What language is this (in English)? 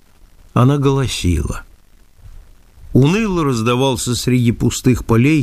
Russian